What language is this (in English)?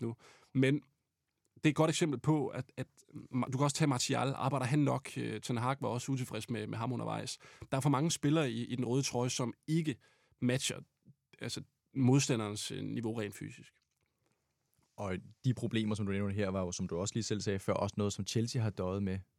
Danish